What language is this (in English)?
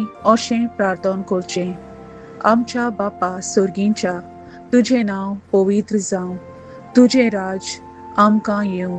Konkani